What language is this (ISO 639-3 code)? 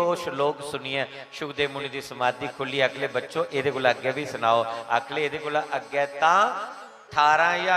doi